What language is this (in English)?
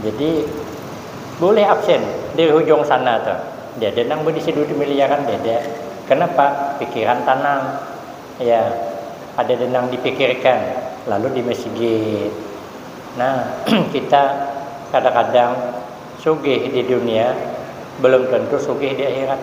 Banjar